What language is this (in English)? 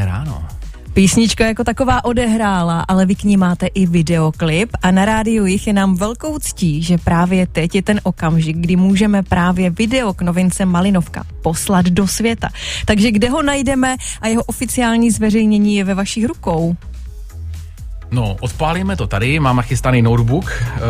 Czech